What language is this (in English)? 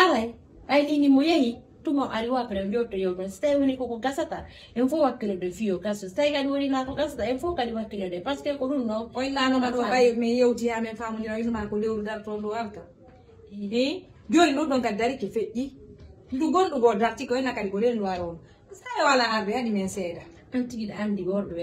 Fula